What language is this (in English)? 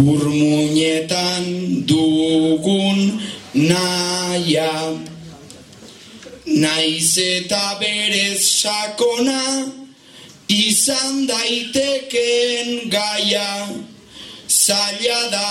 Basque